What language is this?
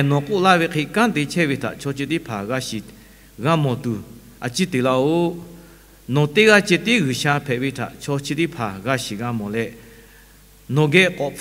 Lahu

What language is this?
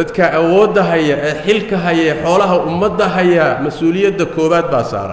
Somali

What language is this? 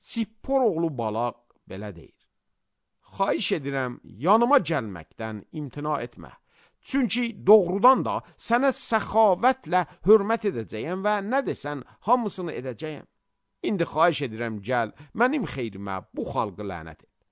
Azerbaijani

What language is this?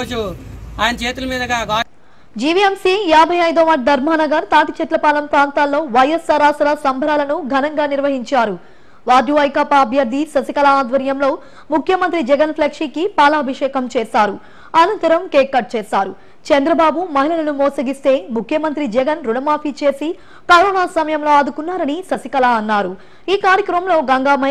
Telugu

